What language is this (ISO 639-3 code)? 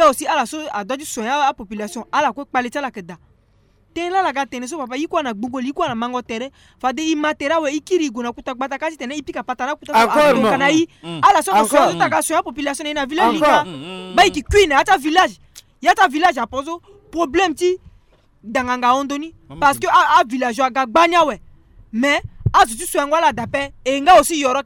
sag